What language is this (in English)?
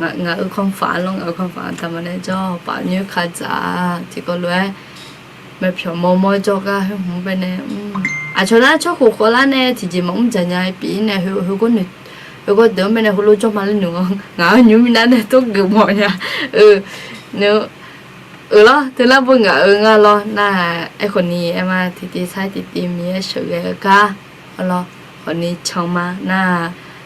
Akha